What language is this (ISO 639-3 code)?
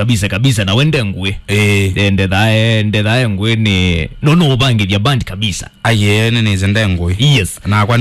kam